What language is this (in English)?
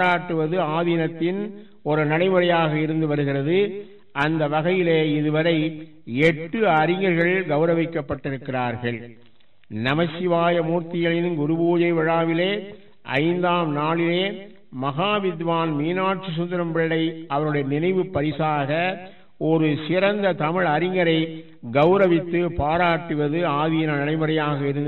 Tamil